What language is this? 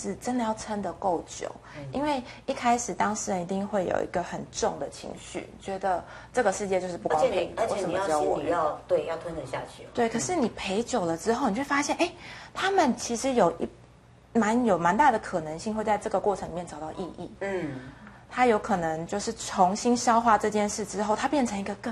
Chinese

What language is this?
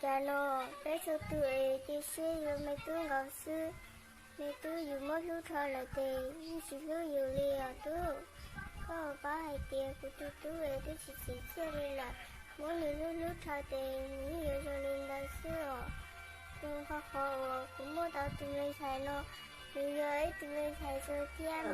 Hmong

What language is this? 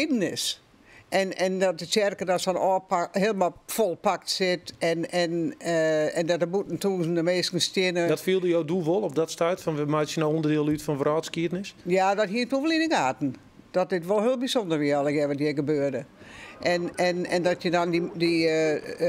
Western Frisian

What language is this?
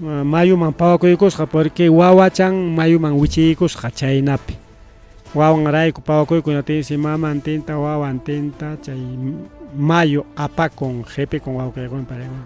Ayacucho Quechua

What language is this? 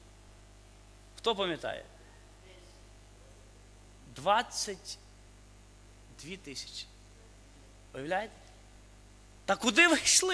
Ukrainian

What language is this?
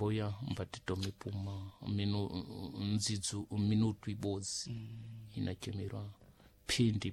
Sena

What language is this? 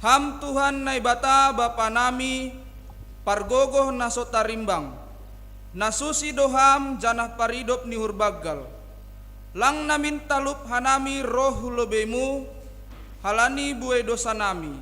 Batak Simalungun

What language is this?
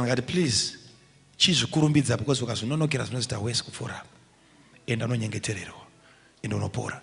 Shona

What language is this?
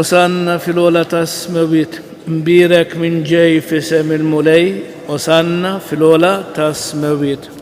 Maltese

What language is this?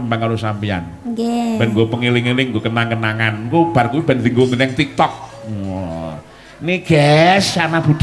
Javanese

